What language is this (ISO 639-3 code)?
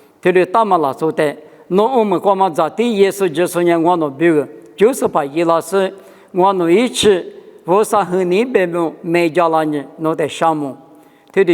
lis